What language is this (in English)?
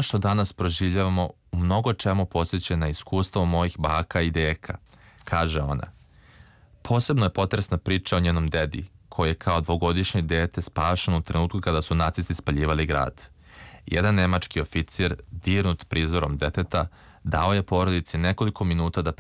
Serbian